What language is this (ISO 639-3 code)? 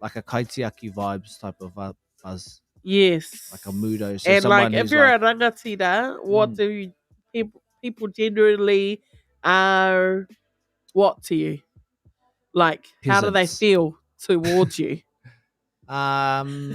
mri